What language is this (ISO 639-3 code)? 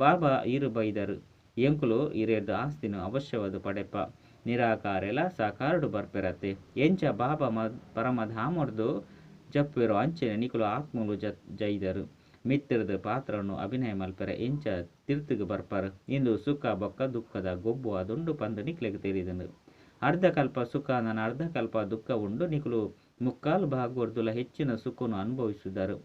tcy